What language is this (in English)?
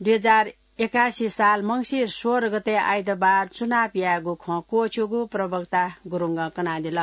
Newari